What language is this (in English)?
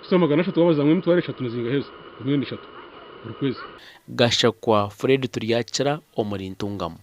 Nyankole